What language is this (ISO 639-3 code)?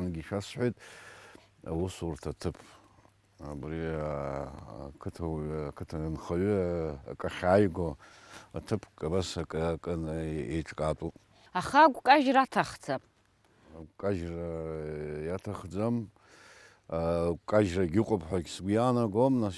abk